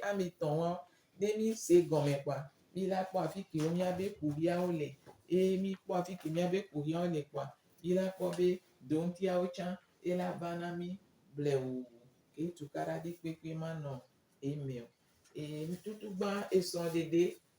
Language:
Gen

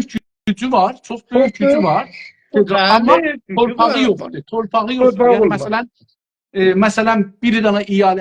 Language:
South Azerbaijani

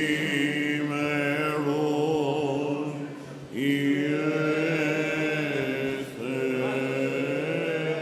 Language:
Greek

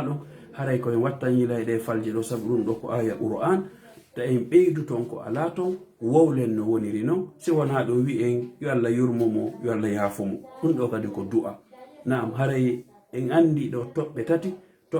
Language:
Fula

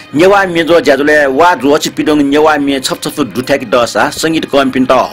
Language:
Newari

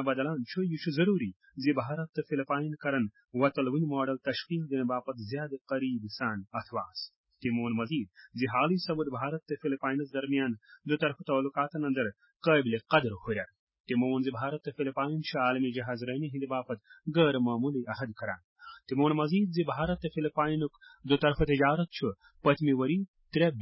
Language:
Kashmiri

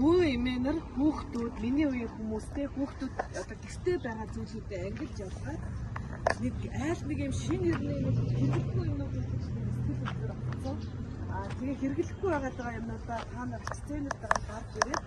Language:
Mongolian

